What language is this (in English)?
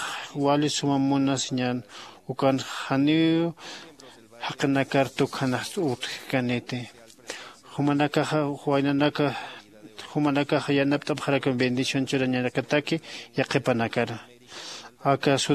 Aymara